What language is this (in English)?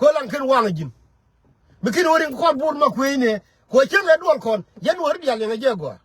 Nuer